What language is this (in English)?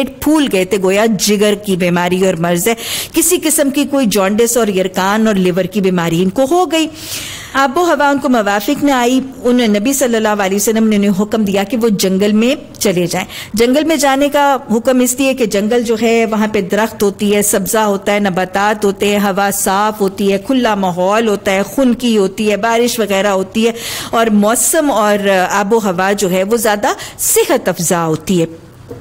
Urdu